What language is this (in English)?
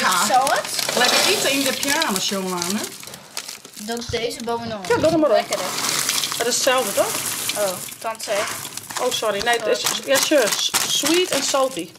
Western Frisian